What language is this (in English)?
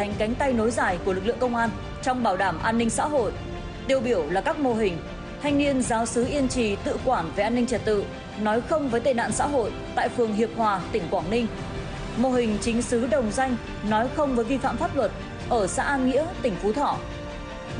Vietnamese